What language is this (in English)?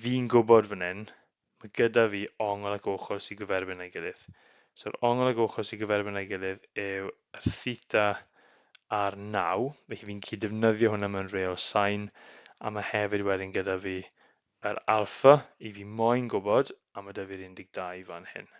Welsh